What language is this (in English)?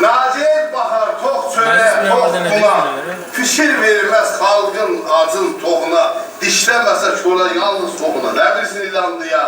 South Azerbaijani